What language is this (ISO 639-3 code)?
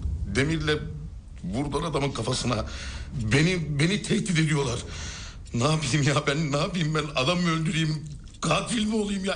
tur